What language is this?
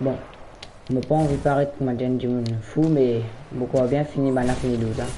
Morisyen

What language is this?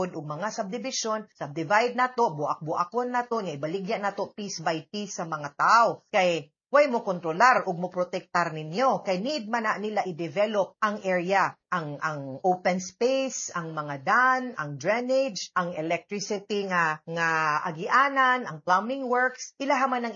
Cebuano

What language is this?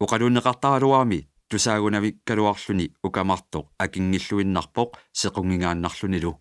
Kalaallisut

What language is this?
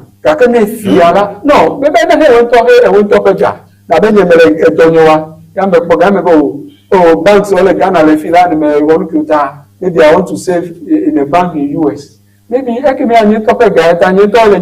Ewe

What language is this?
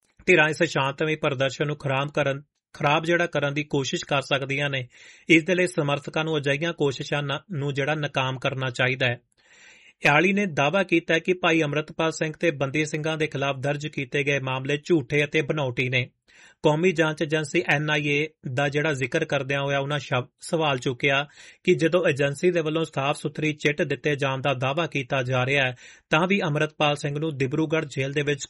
Punjabi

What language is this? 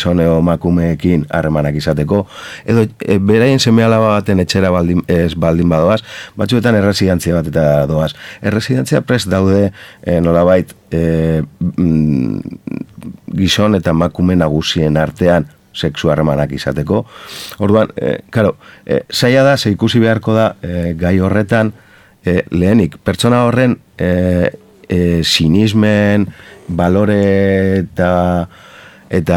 Basque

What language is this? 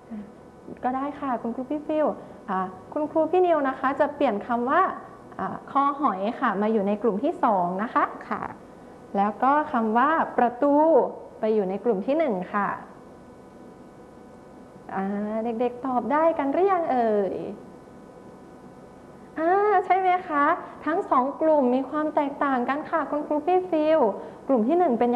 Thai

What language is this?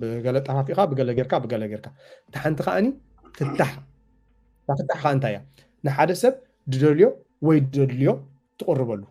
Tigrinya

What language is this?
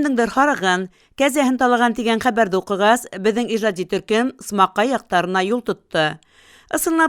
Bashkir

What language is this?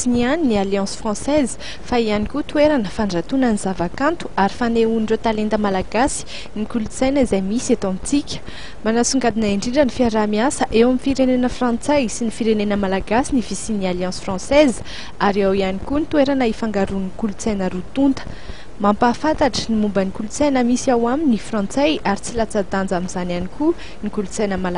Malagasy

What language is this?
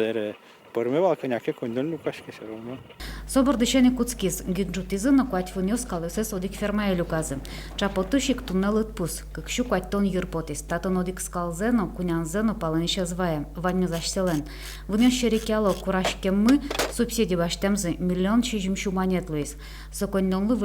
Udmurt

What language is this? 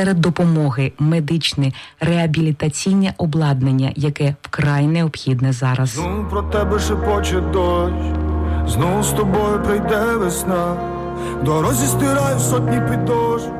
Ukrainian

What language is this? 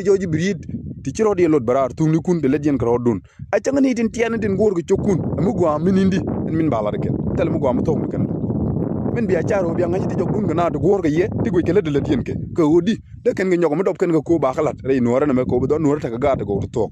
Nuer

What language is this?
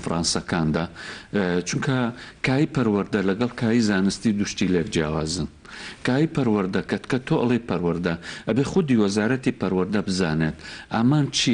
Central Kurdish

